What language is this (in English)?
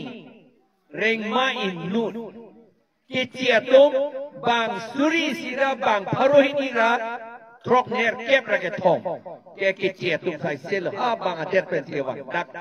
Karbi